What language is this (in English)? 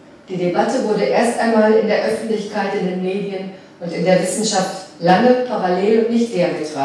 German